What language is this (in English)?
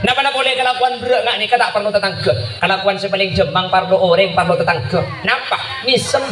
Madurese